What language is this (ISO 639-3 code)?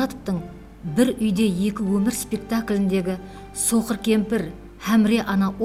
kaa